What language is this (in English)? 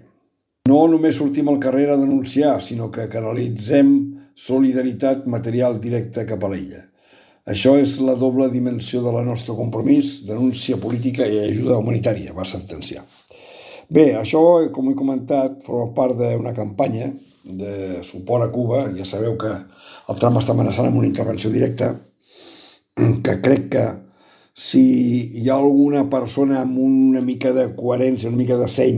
Catalan